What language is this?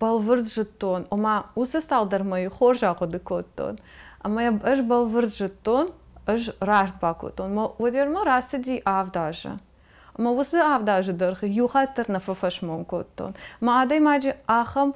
Ossetic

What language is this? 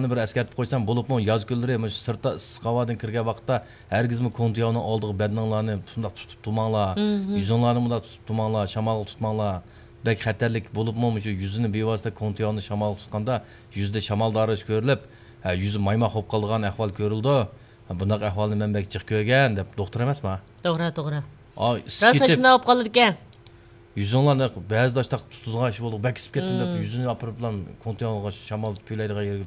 Uyghur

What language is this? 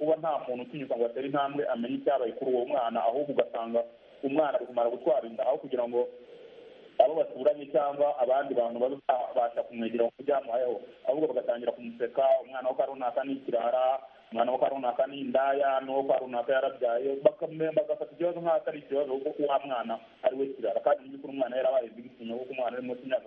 Kinyarwanda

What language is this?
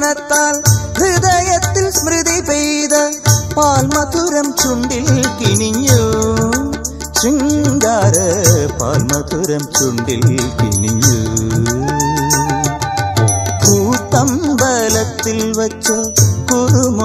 Malayalam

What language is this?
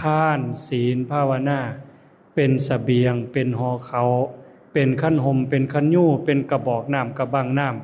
Lao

